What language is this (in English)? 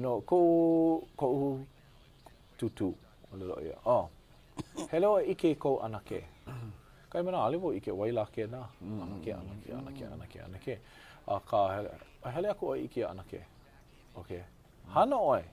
Hawaiian